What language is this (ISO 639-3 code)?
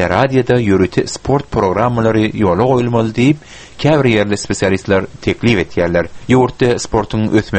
tuk